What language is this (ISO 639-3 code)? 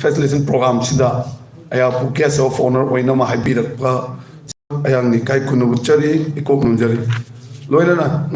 mni